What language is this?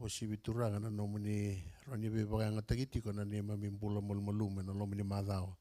Fijian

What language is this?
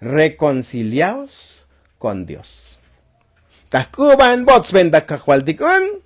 Tzotzil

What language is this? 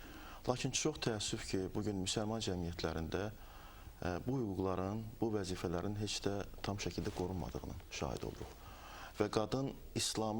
Azerbaijani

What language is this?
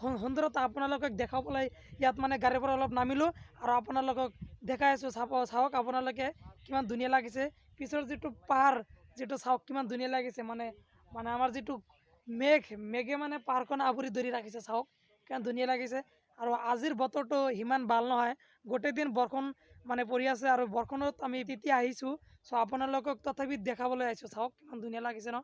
Assamese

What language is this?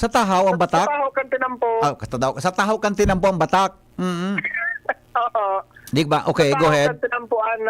Bikol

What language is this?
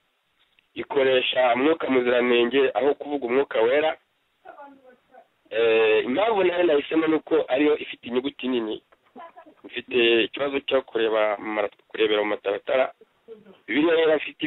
Kinyarwanda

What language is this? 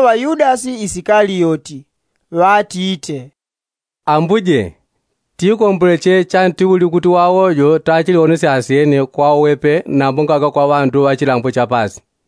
Yao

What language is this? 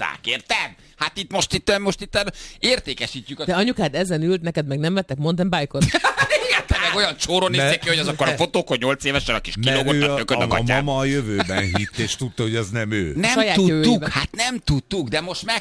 Hungarian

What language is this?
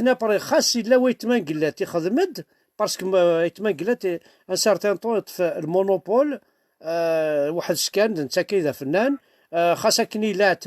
Kabyle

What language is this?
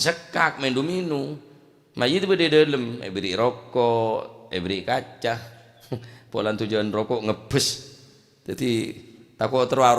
Madurese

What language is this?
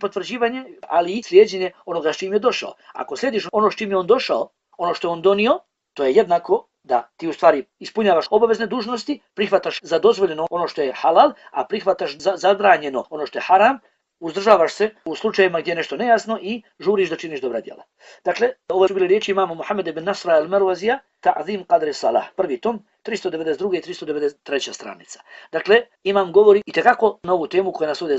Bosnian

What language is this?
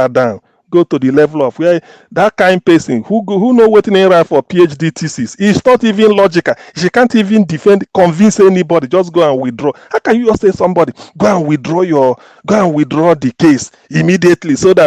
Nigerian Pidgin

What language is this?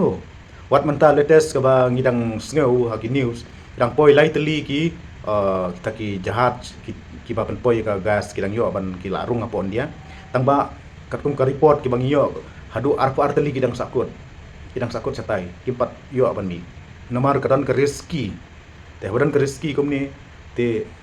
Khasi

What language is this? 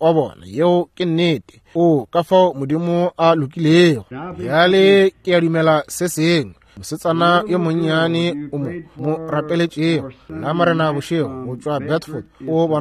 Northern Sotho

